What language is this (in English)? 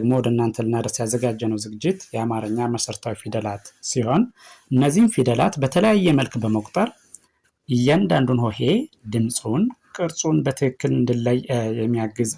Amharic